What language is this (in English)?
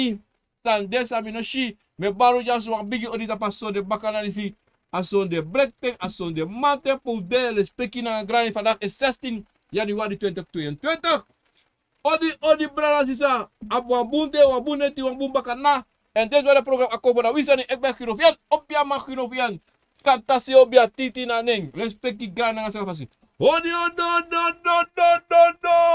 Sranan Tongo